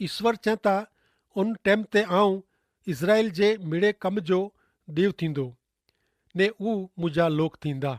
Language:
Kachhi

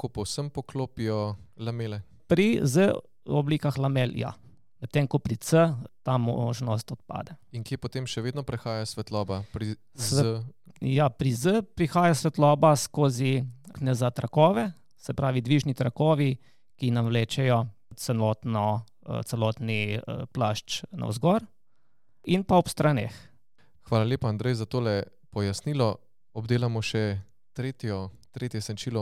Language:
Slovenian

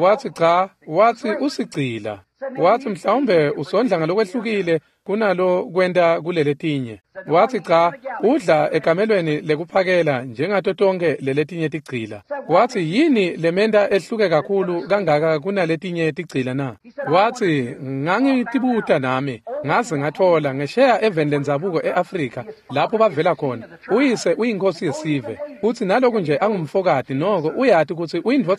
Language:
Swati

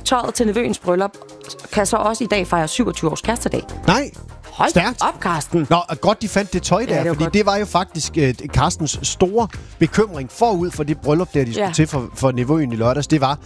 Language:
Danish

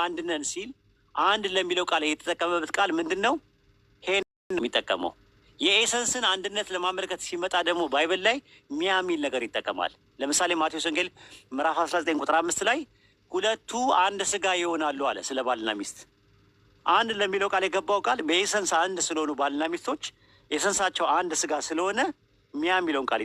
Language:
Amharic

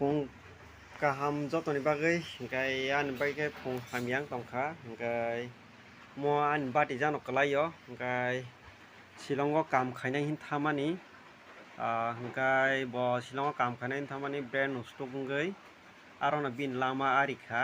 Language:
Kok Borok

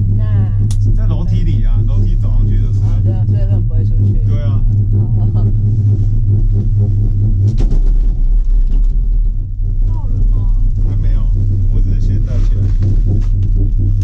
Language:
Chinese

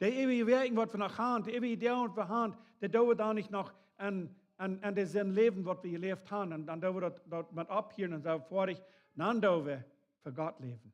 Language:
Plautdietsch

